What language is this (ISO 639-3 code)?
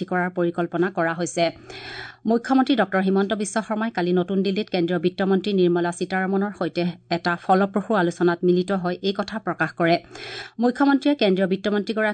asm